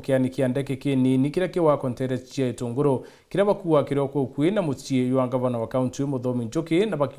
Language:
Meru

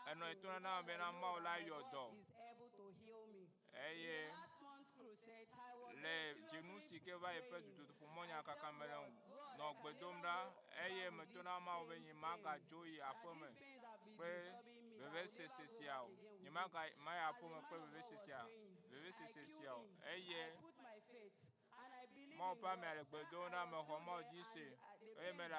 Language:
Ewe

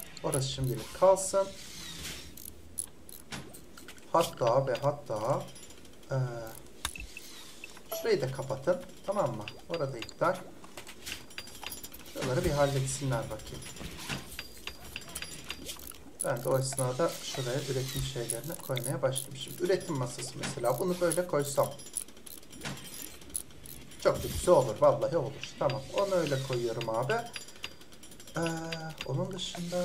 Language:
Turkish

